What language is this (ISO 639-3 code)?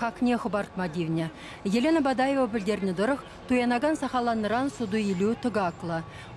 chv